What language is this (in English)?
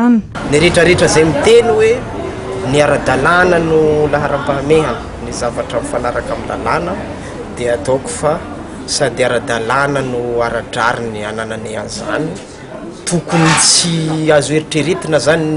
Malagasy